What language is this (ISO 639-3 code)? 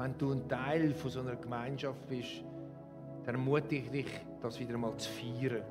gsw